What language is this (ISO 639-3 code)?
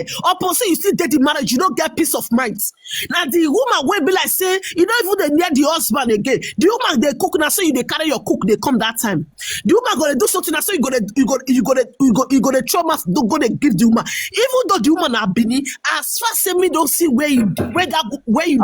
pcm